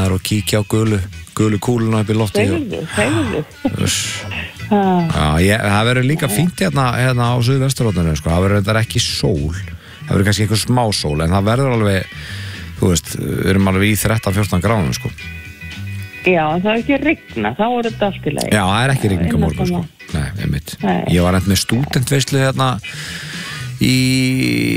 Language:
Icelandic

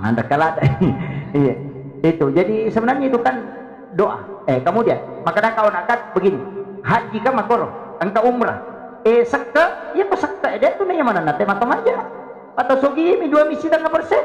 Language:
Buginese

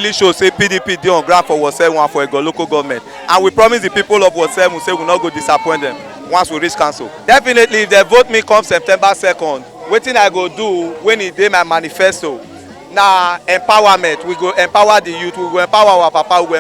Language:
Nigerian Pidgin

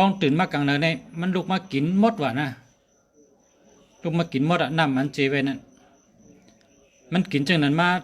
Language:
Shan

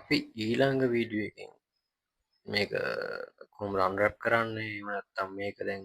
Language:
Sinhala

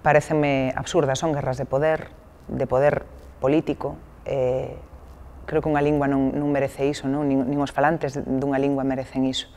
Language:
Galician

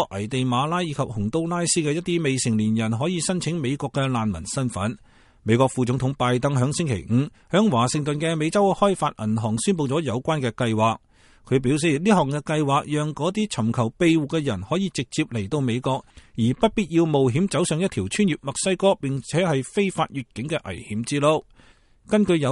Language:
Cantonese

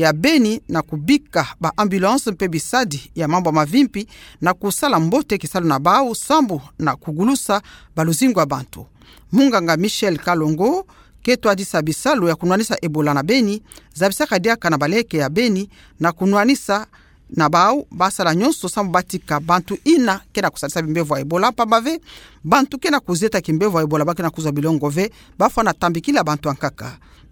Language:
Kituba (Democratic Republic of Congo)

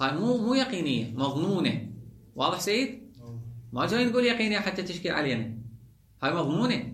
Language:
Mesopotamian Arabic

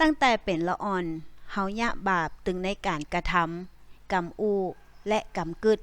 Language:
Northern Thai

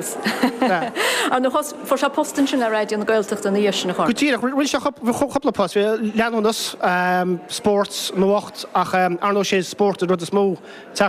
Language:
Irish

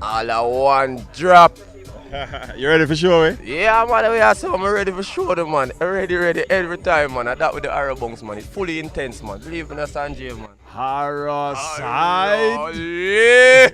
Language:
Jamaican Creole English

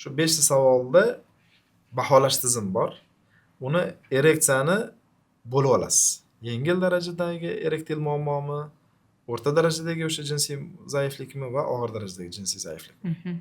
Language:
Uzbek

